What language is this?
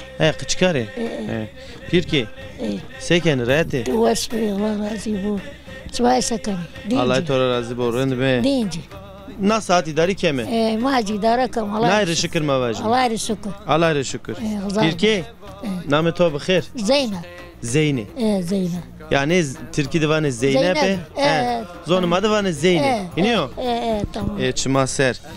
Zaza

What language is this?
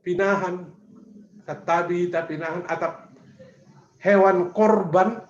Batak Simalungun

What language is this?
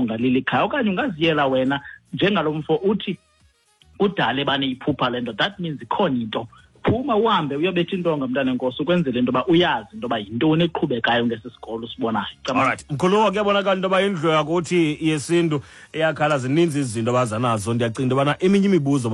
Xhosa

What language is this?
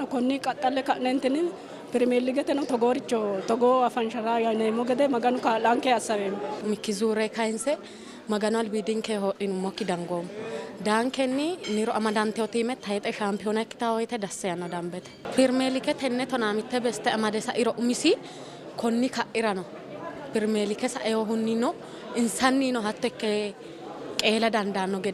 Sidamo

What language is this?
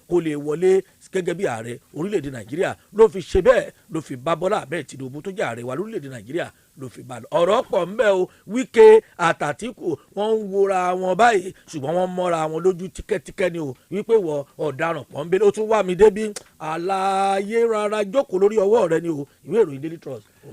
Yoruba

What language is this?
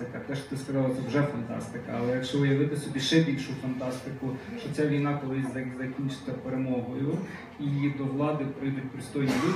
Ukrainian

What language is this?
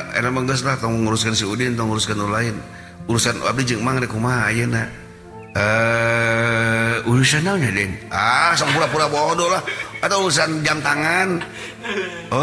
Sundanese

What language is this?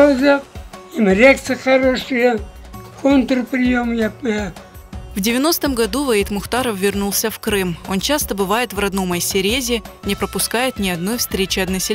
Crimean Tatar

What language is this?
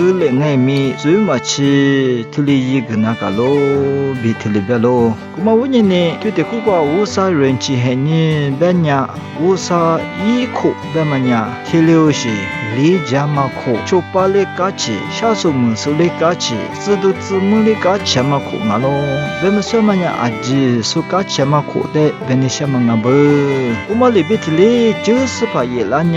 Lisu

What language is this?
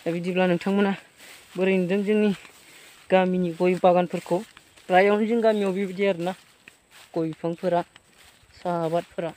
Bodo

